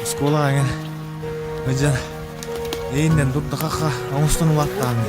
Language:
Yakut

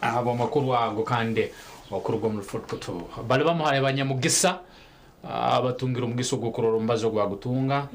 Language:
Nyankole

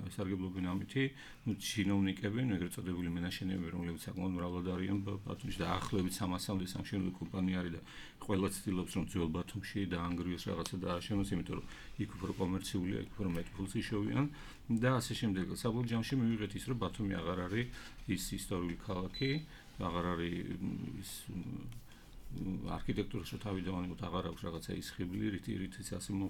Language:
Georgian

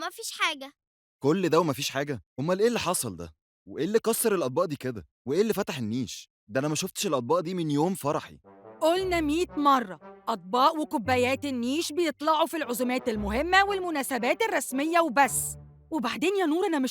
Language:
Egyptian Arabic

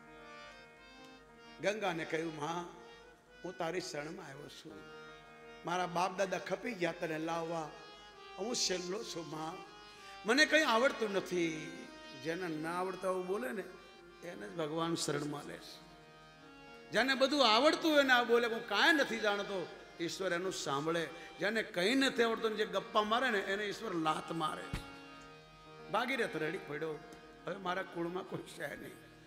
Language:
Gujarati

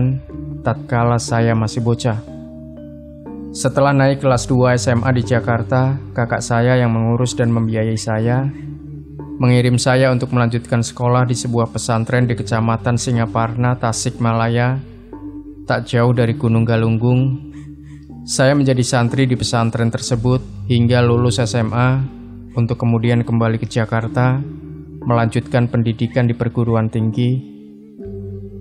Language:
Indonesian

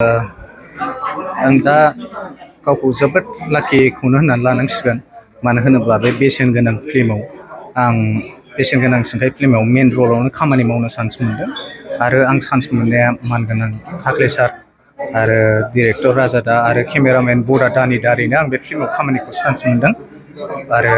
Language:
Bodo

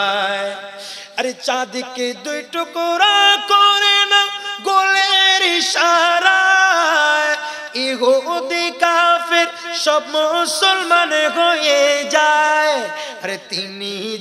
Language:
Bangla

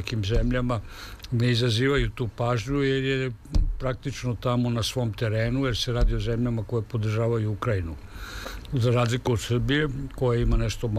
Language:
Serbian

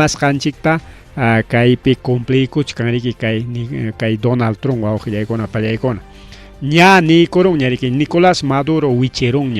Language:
Ayacucho Quechua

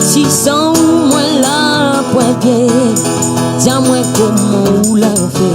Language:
Réunion Creole French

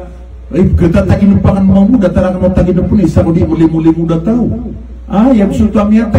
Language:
Maranao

